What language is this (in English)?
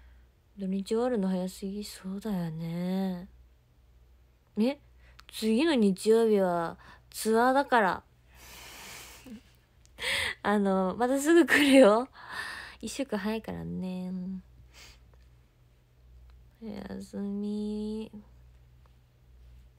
Japanese